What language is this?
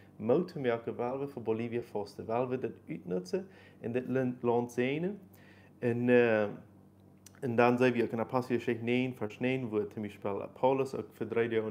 Plautdietsch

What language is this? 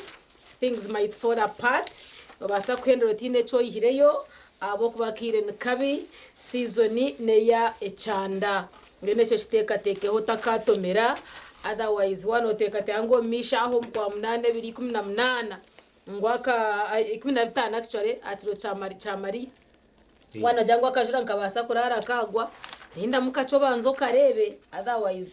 Nyankole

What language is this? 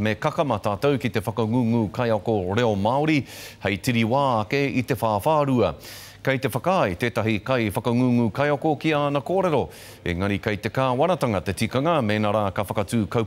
Māori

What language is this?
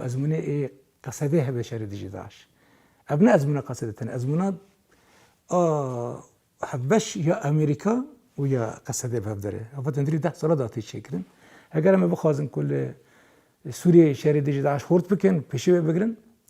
Kurdish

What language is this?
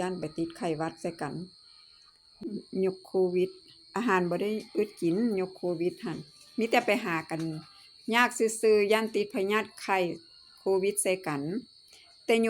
Lao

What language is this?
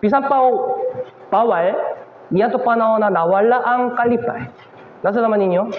Cebuano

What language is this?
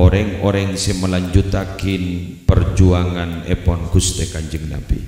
Madurese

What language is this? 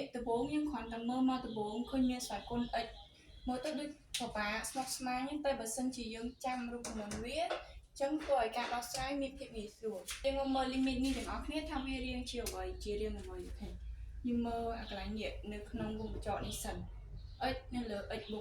Khmer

